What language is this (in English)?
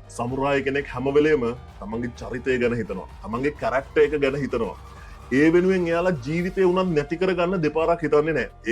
Sinhala